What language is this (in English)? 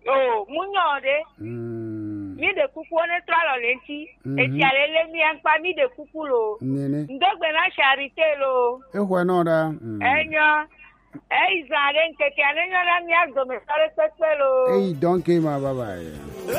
Gen